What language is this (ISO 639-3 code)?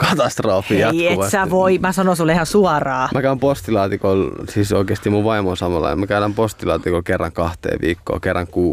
fin